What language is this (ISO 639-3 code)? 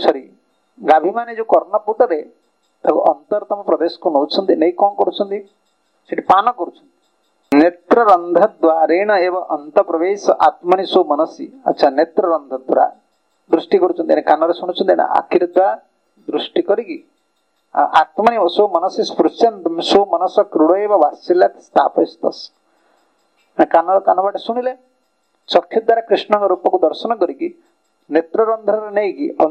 ori